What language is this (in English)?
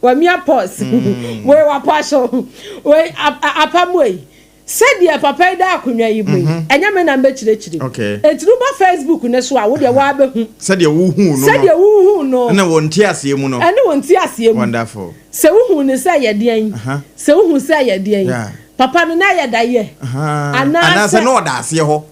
Akan